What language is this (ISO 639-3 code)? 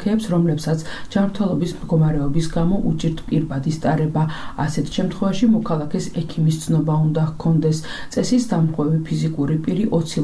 kat